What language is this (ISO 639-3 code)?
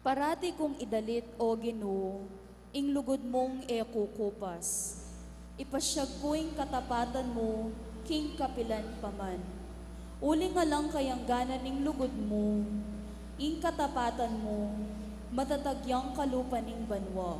pam